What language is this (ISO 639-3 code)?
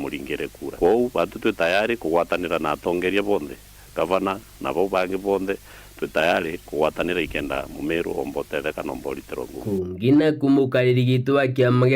mer